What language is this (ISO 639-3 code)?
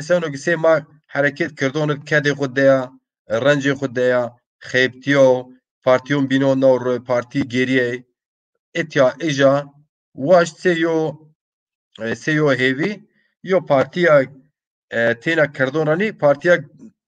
zza